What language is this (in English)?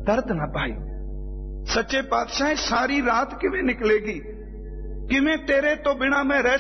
Punjabi